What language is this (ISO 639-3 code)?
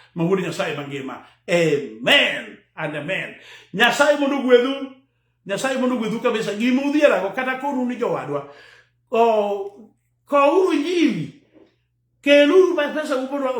luo